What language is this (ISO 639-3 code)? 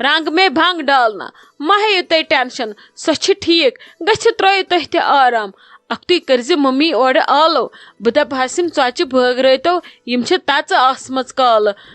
kas